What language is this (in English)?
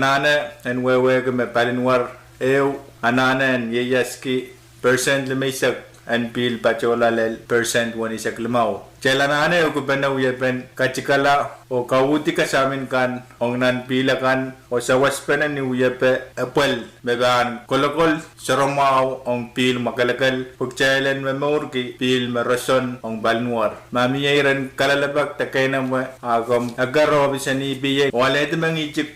Pohnpeian